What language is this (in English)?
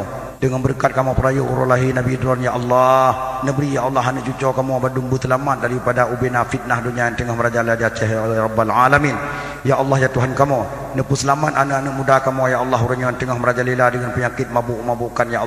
Achinese